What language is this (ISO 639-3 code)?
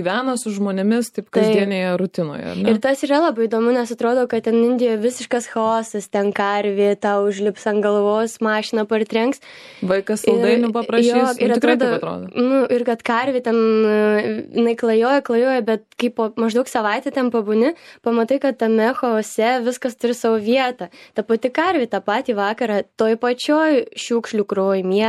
lit